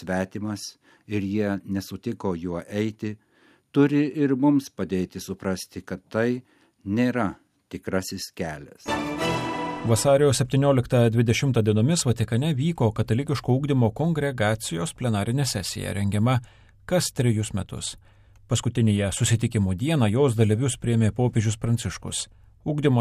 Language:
Lithuanian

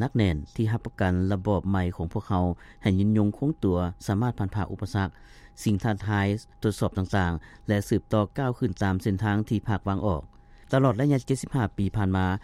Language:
Lao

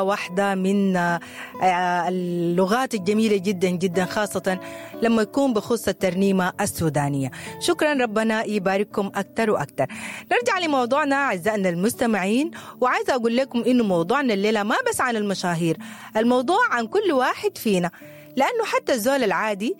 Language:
Sudanese Arabic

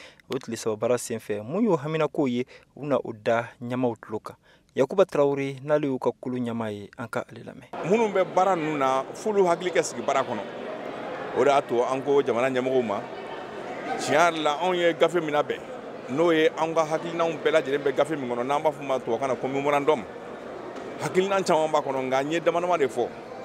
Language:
Bambara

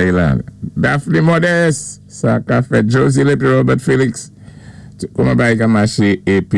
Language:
Saint Lucian Creole French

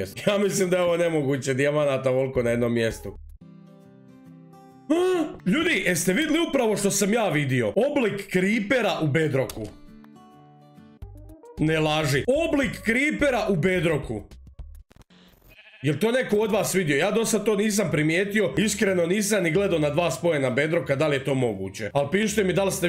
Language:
Croatian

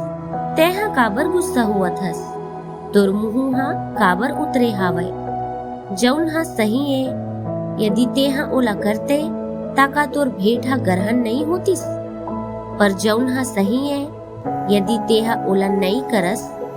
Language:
Chhattisgarhi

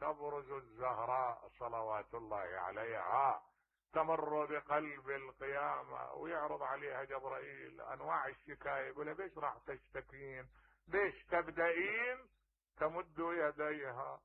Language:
Mesopotamian Arabic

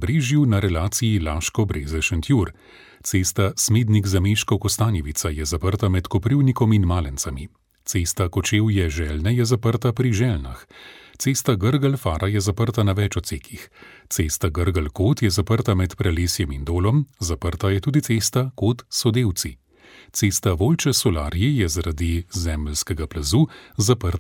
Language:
Slovenian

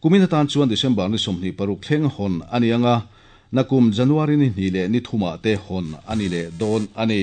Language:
Mizo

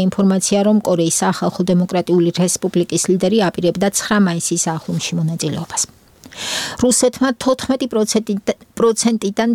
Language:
Georgian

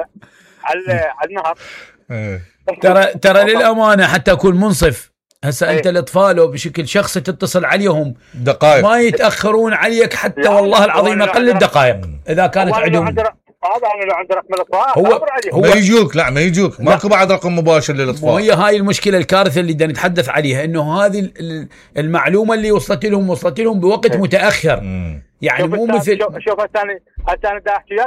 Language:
Mesopotamian Arabic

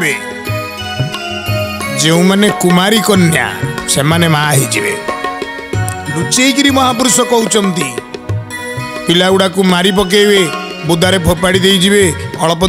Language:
Odia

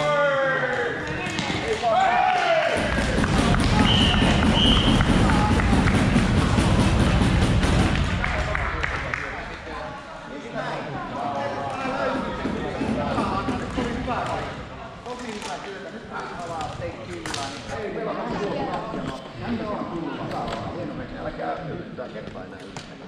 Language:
Finnish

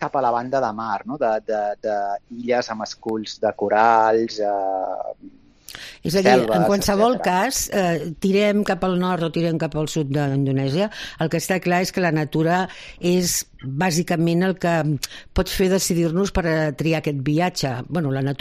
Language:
Catalan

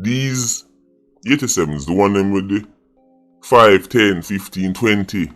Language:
Jamaican Creole English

